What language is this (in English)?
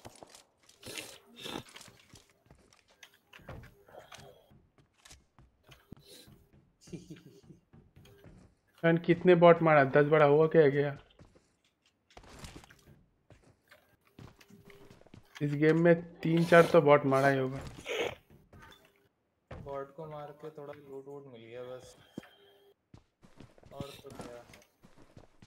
Hindi